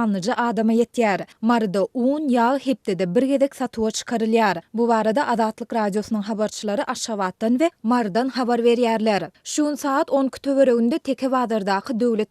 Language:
Turkmen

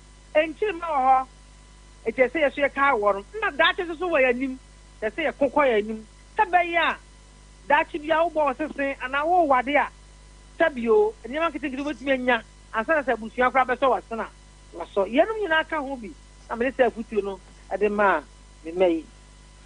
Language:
Akan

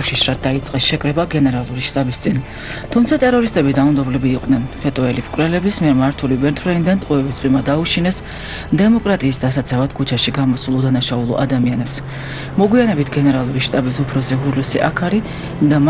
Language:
Georgian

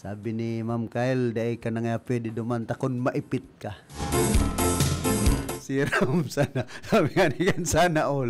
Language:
Bikol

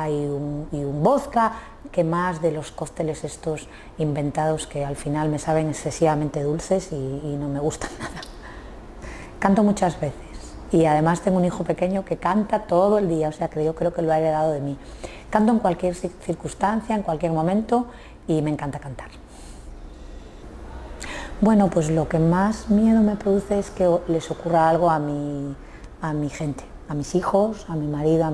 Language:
Spanish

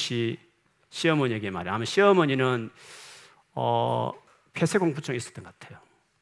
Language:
Korean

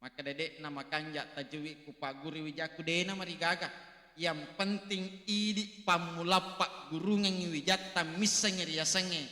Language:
Buginese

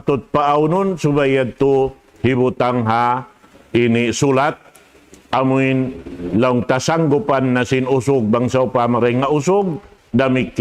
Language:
Tausug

